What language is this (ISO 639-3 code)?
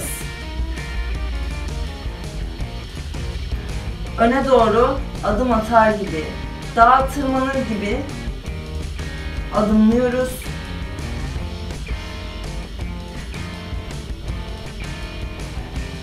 tur